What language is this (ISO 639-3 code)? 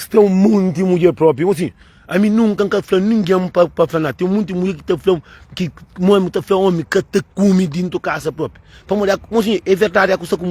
kea